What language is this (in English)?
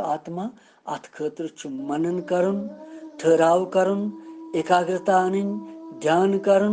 Kashmiri